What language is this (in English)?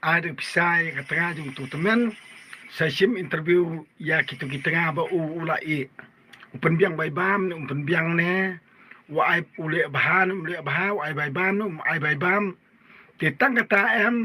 Khasi